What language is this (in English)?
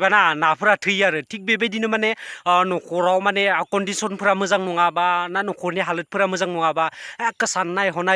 Bodo